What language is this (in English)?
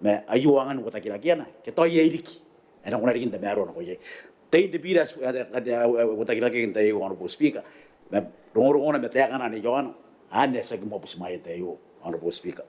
Gilbertese